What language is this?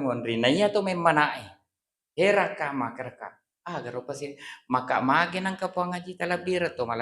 Buginese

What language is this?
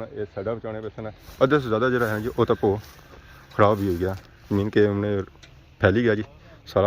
Pahari-Potwari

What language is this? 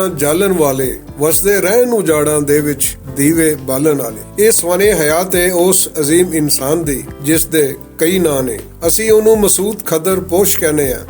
Western Panjabi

